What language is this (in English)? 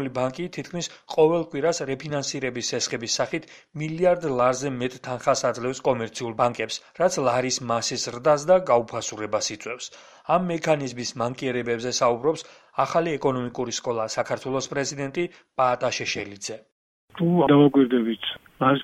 Georgian